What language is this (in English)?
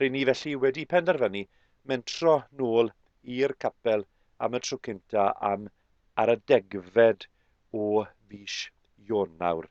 Welsh